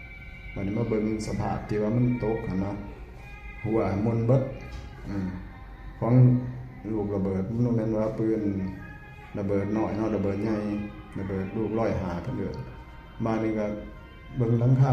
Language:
Northeastern Thai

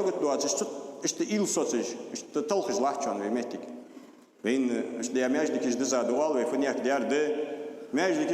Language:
Ingush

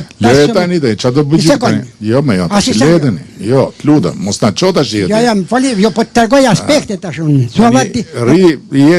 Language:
Albanian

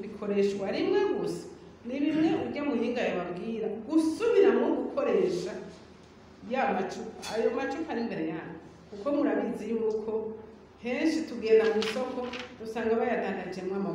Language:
Rundi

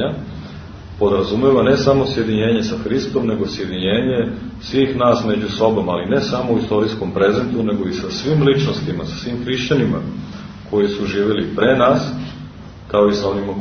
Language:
Serbian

